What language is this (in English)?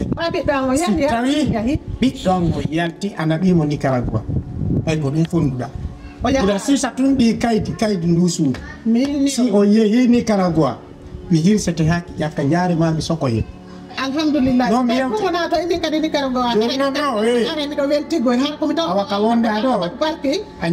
Fula